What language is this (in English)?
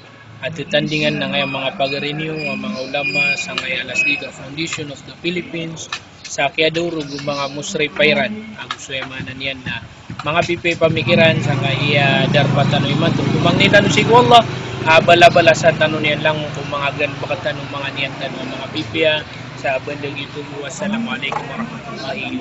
Maranao